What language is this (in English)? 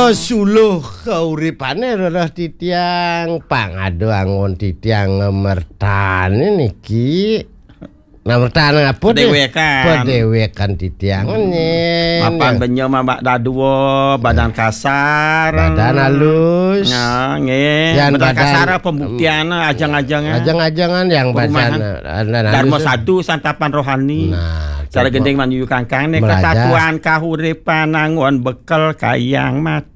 Balinese